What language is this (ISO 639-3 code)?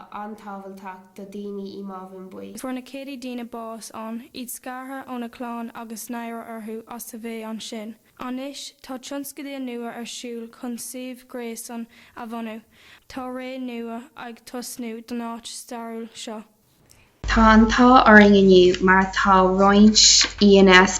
gle